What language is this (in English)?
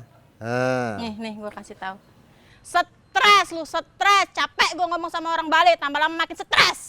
Betawi